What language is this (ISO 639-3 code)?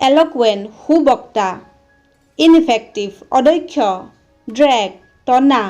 asm